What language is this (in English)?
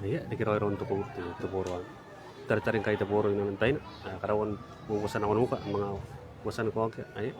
Gilbertese